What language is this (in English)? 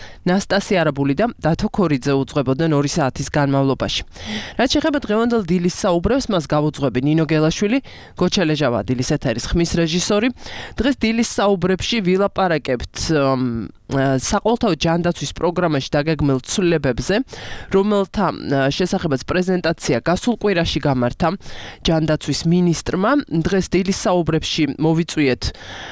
Georgian